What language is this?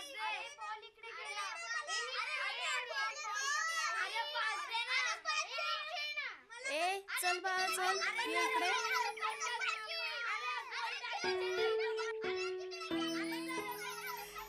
Marathi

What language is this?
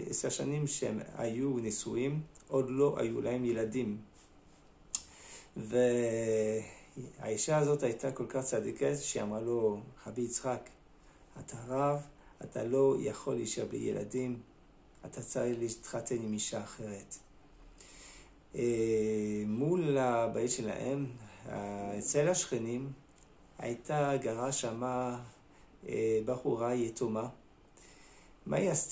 Hebrew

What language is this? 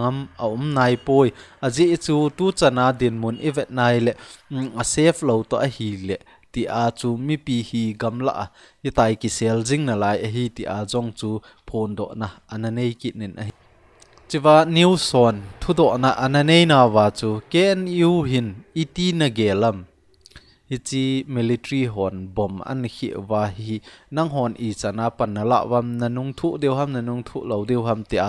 Thado Chin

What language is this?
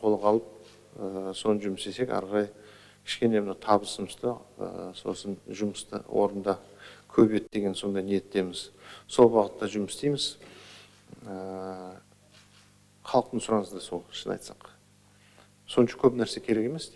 Kazakh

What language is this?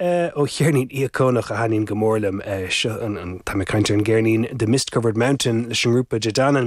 Irish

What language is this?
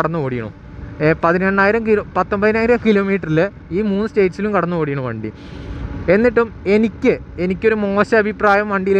Malayalam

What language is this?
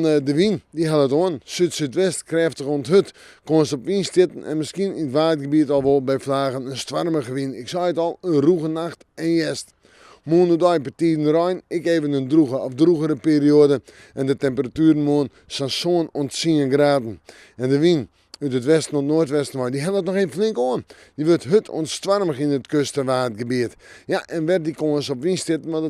Western Frisian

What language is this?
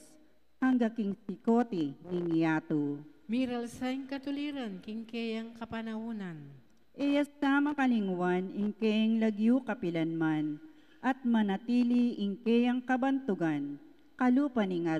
Pampanga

